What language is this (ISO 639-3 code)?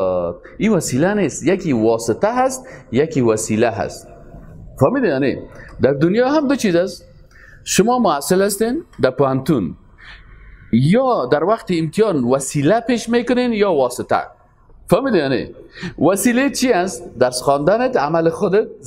fas